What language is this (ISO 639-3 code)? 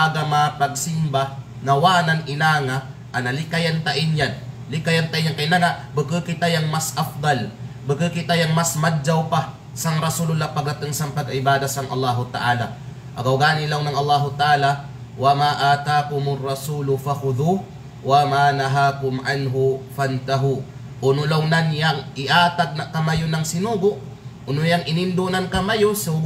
kqe